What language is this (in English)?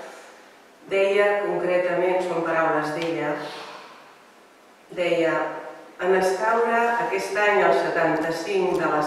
Catalan